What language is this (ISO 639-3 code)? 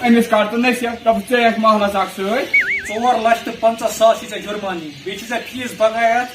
kas